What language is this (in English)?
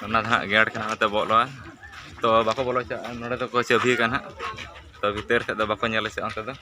Santali